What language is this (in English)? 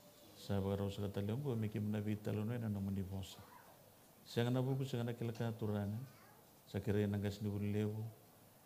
Fijian